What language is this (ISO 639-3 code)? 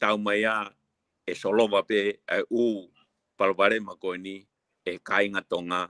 ton